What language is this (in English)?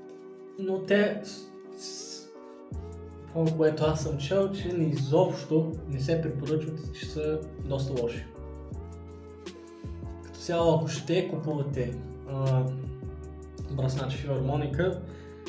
Bulgarian